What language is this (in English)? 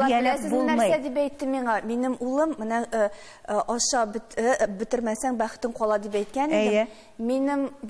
Tatar